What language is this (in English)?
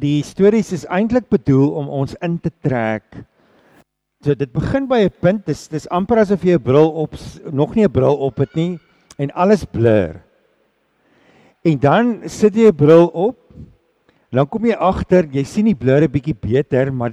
Afrikaans